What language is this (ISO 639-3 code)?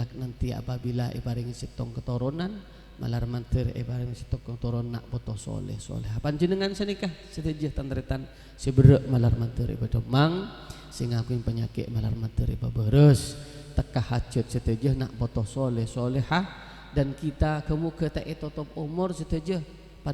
mad